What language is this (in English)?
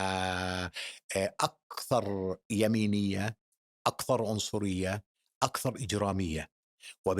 North Levantine Arabic